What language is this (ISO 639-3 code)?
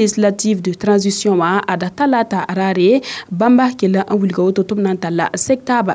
mos